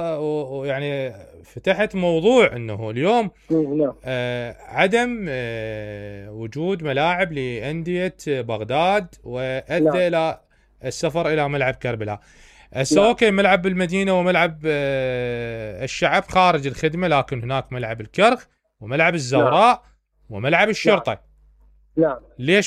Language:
Mesopotamian Arabic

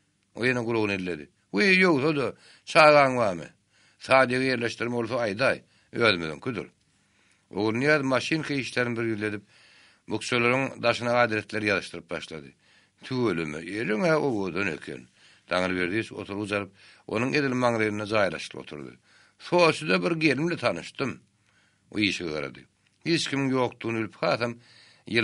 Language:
Turkmen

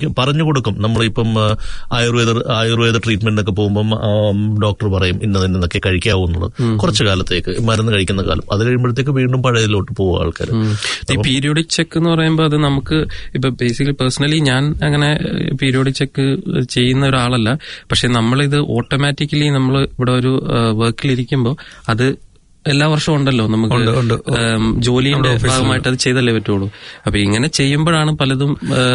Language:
Malayalam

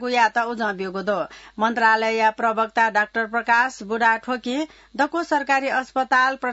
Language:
Newari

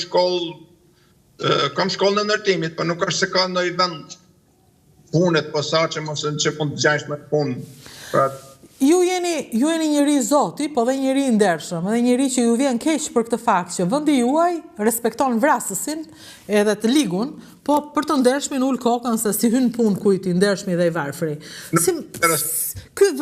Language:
Albanian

